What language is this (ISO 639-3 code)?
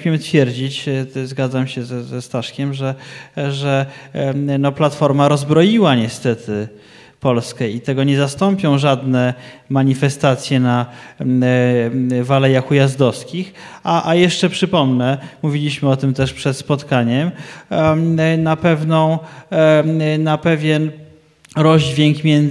pol